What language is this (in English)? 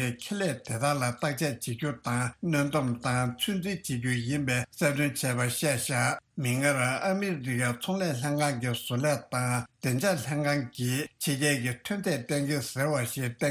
Tibetan